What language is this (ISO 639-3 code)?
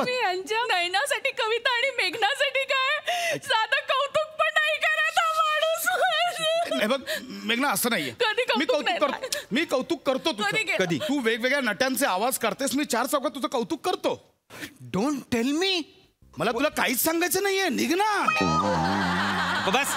mar